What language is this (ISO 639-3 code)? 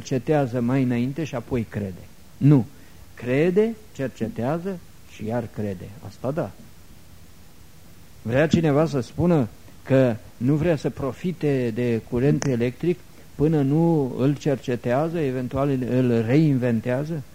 ron